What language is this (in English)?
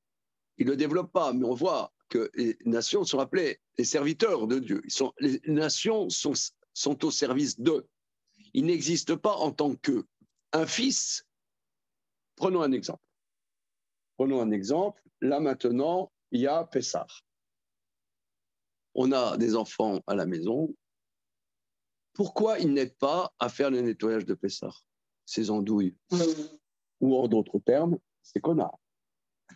French